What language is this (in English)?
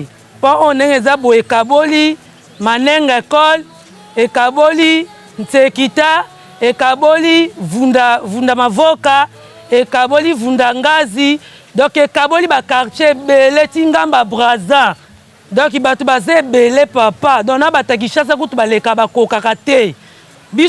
Lingala